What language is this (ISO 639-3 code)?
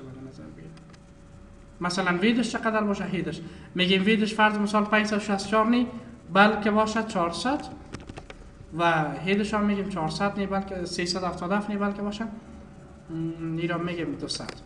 fas